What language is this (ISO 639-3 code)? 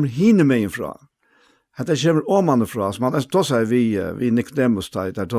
fao